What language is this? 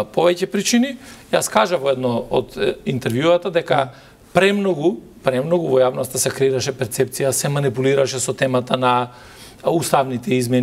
Macedonian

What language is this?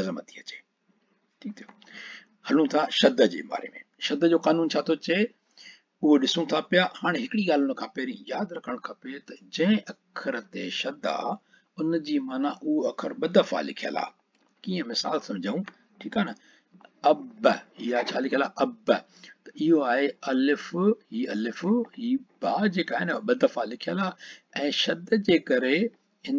Sindhi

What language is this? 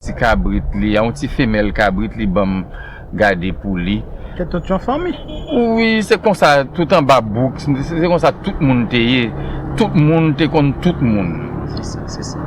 Haitian Creole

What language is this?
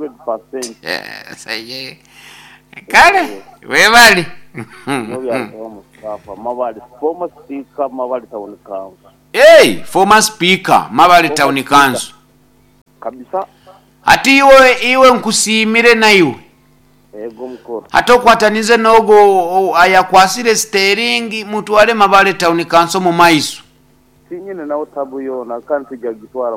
Nyoro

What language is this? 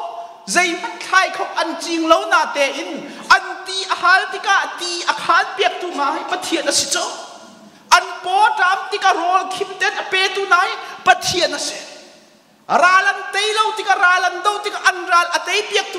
Hakha Chin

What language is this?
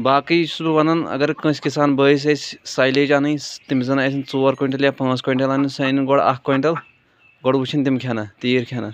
Kashmiri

